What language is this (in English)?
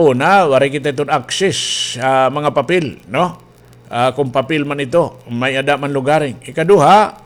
Waray